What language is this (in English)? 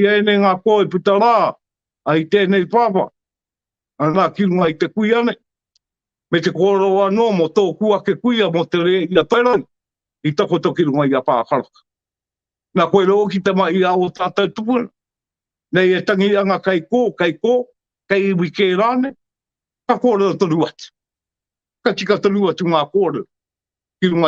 Māori